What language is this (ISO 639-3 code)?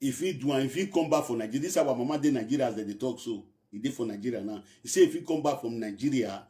pcm